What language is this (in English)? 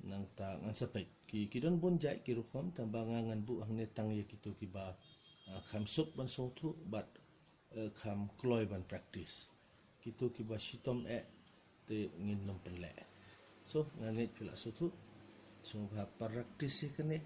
Khasi